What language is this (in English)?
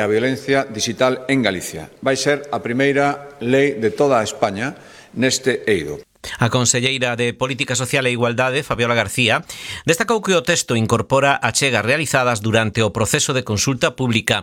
Galician